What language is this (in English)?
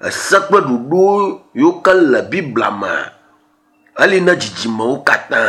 Ewe